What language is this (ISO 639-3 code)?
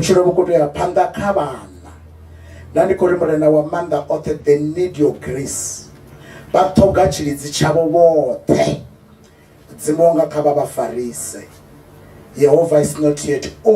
ven